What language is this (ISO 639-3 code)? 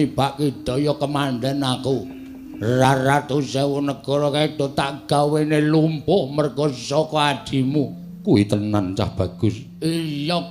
jav